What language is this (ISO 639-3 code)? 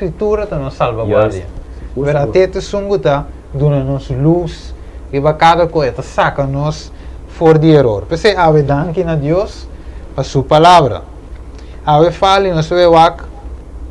pap